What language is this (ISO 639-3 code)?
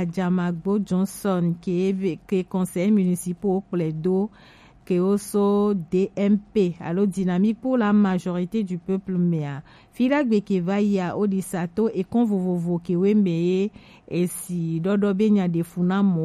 gej